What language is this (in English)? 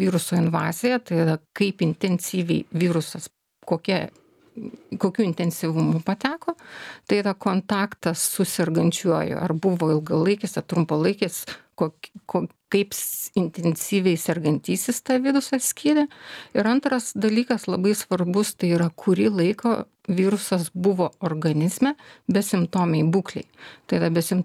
Lithuanian